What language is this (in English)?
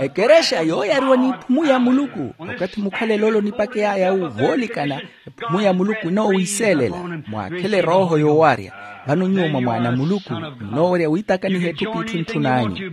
Makhuwa